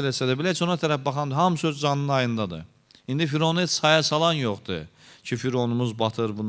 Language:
Azerbaijani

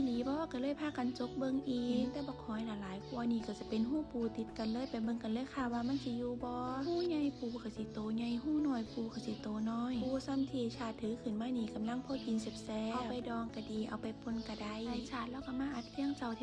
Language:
Northeastern Thai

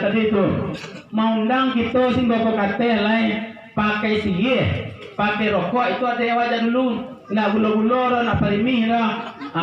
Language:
Minangkabau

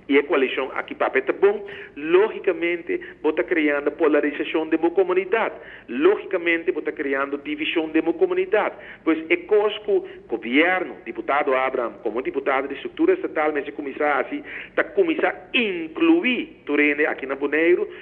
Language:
Papiamento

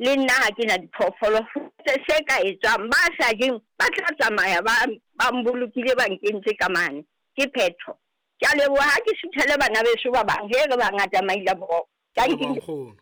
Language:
Southern Sotho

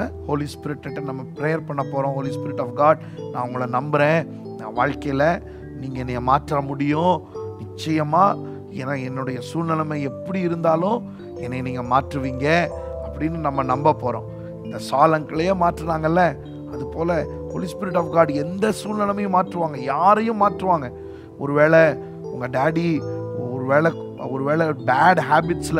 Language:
Tamil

